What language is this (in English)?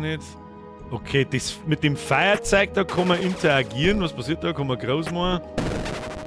Bavarian